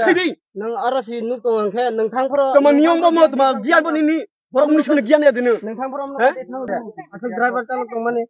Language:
Kok Borok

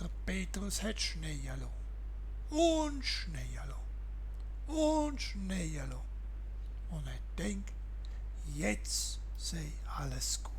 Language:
Swiss German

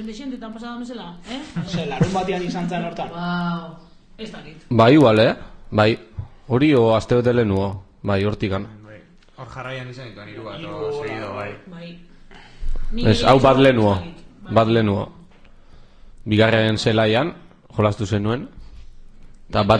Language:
Basque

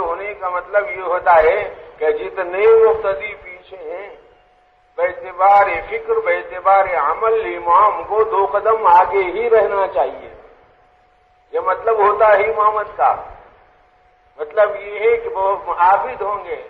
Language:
Urdu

